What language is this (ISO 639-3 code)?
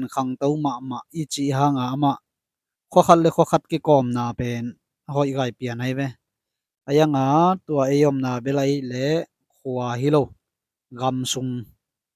ctd